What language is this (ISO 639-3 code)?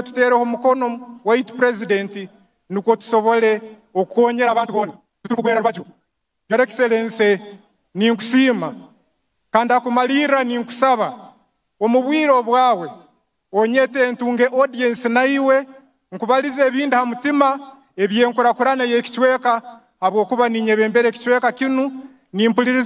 nyn